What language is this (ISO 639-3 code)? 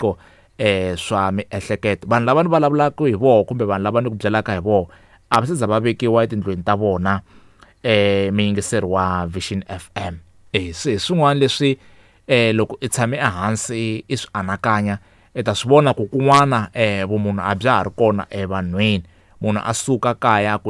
tso